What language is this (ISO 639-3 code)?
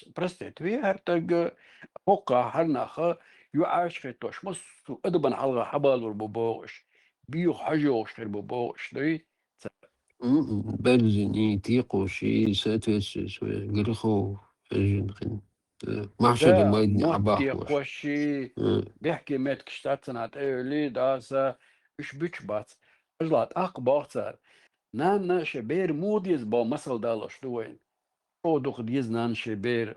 che